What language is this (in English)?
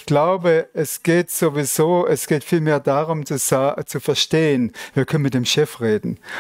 Swiss German